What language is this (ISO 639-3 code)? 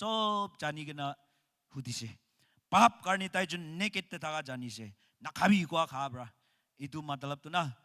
nag